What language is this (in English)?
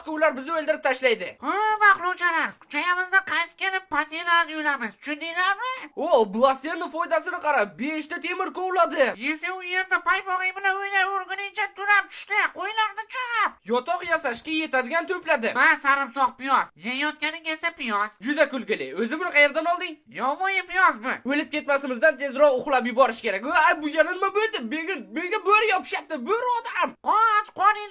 Uzbek